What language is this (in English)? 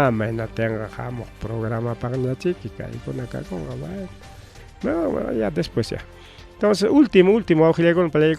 Ayacucho Quechua